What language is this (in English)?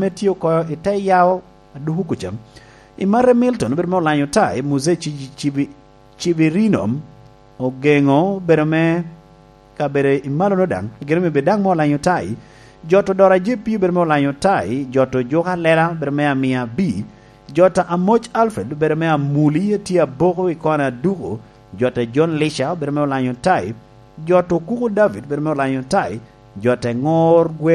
Lango (Uganda)